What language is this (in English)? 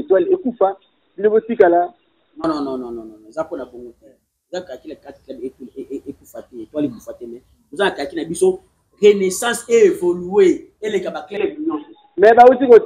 Lingala